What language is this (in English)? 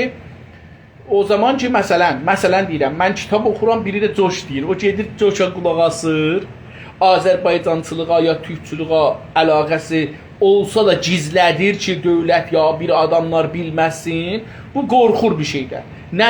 South Azerbaijani